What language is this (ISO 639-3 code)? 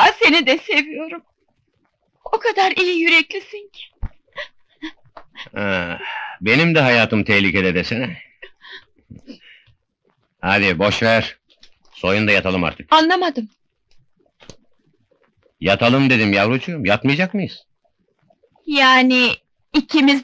tur